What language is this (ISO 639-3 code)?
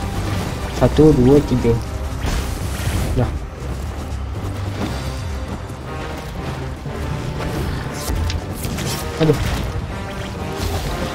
msa